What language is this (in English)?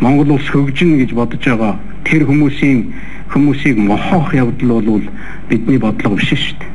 Mongolian